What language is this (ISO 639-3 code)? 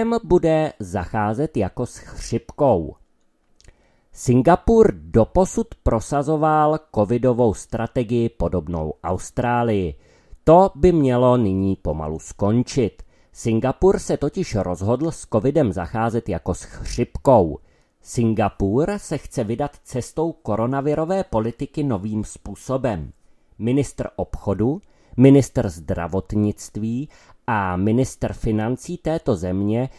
ces